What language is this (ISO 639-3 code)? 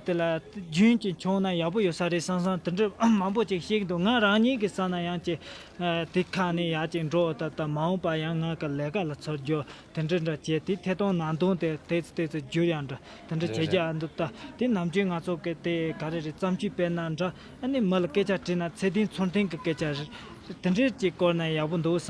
bod